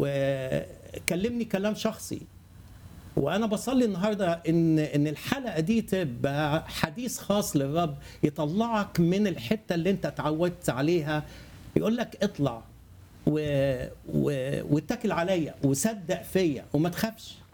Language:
Egyptian Arabic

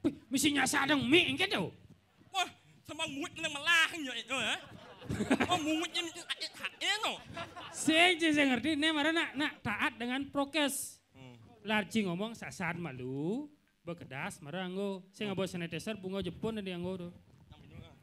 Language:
Balinese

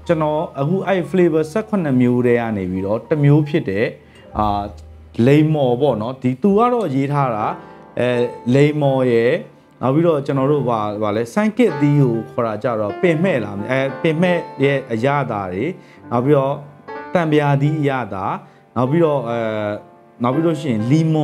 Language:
Burmese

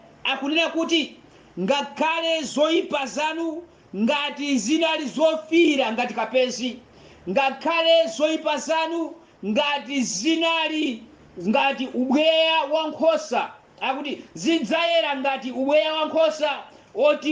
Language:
Nyanja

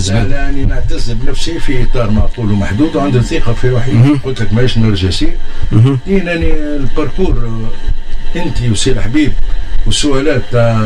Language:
Tunisian Arabic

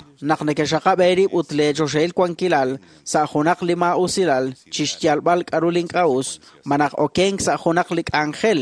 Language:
Kekchí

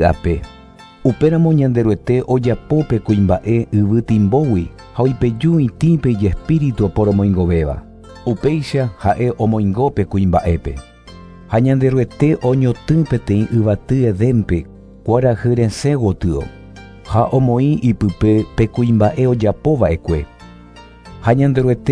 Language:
Guarani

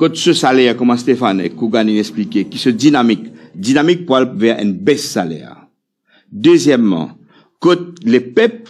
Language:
Morisyen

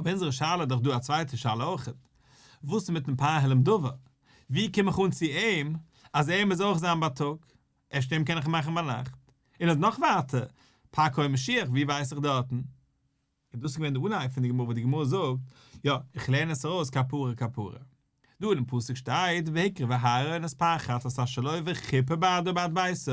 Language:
Yiddish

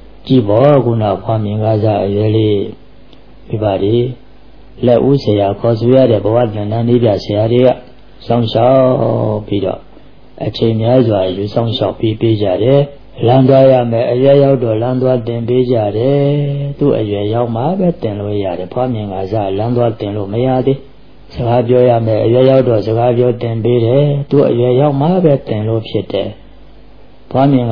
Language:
Burmese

